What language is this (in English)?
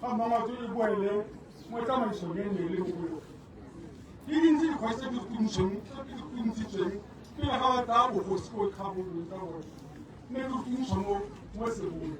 Tswana